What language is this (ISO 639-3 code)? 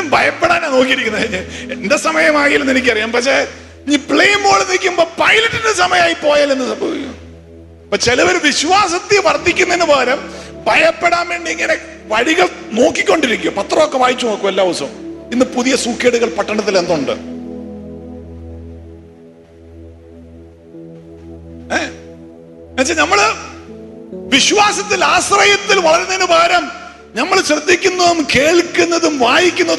mal